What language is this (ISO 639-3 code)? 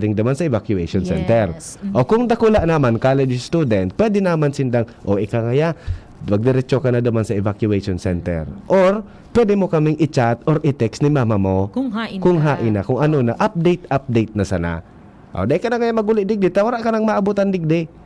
bik